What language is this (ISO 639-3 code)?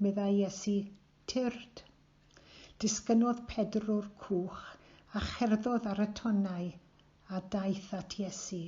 cym